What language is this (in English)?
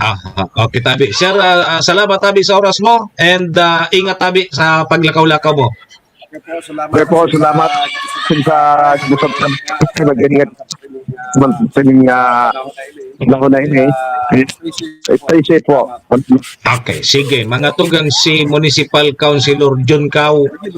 Bikol